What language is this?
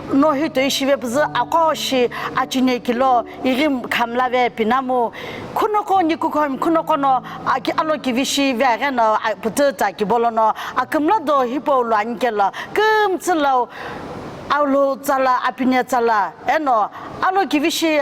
Sumi Naga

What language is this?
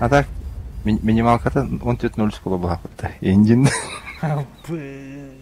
Yakut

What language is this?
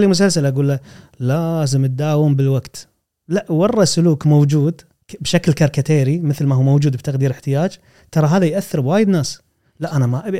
Gulf Arabic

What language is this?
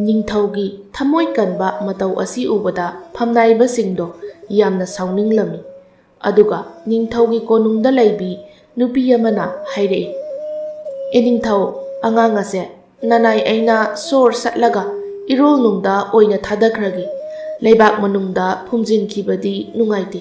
Manipuri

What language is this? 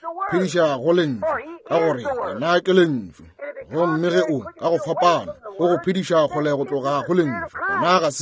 Northern Sotho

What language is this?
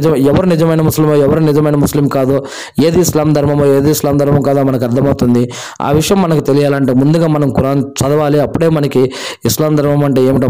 Telugu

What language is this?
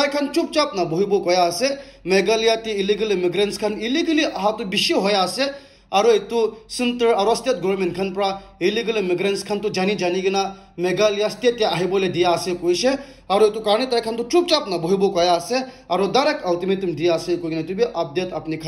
Naga Pidgin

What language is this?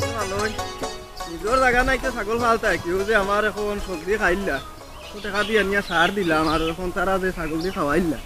Sylheti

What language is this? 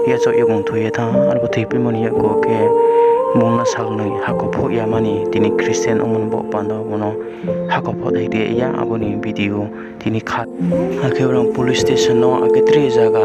Riang (India)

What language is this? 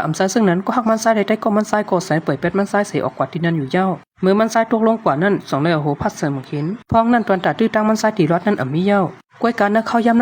Shan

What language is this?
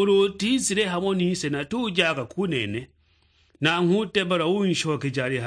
Sukuma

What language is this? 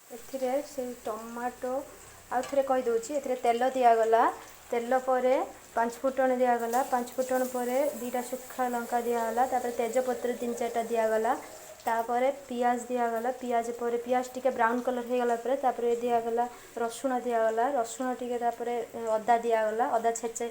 Odia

